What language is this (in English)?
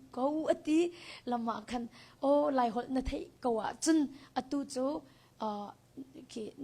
Hakha Chin